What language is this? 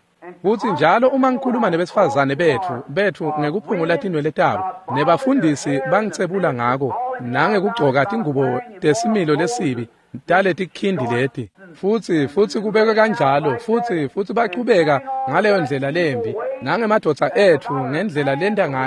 Swati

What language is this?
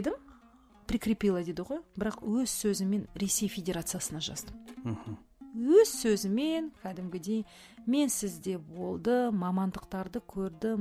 Kazakh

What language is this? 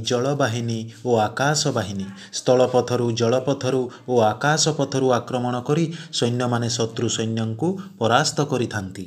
Odia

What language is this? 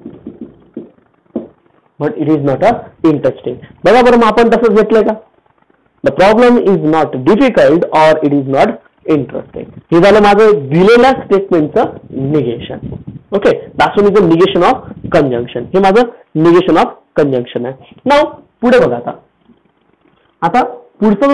Marathi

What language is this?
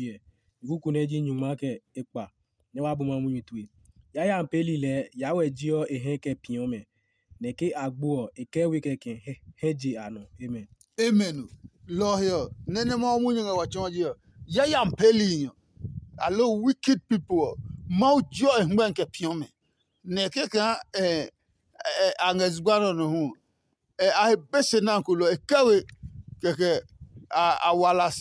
Adangme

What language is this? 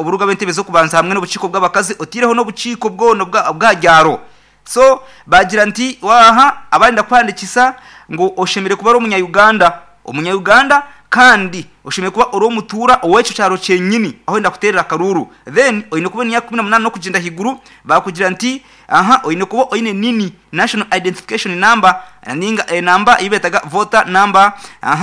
Nyankole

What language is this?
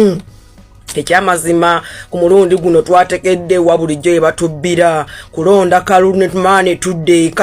Ganda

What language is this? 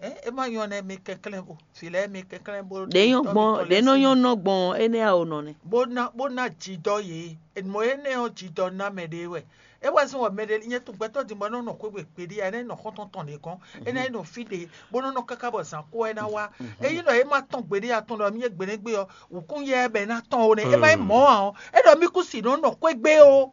Fon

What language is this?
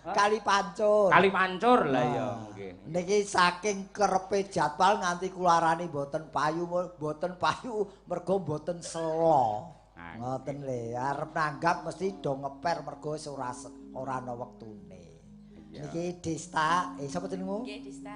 Javanese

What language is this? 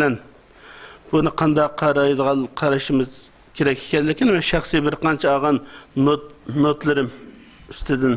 Uyghur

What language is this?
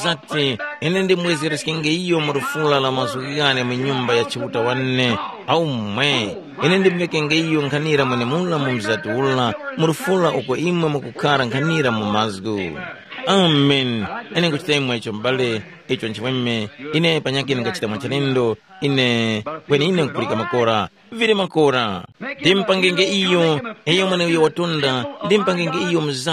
Tumbuka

